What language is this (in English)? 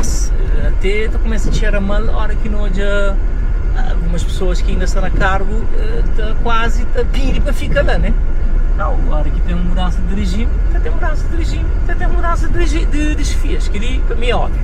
Kabuverdianu